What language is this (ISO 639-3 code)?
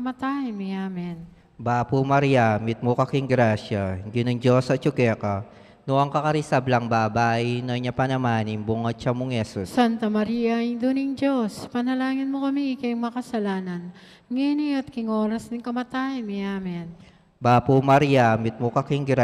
pam